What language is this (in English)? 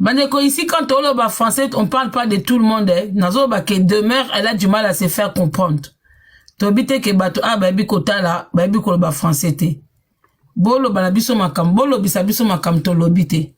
Lingala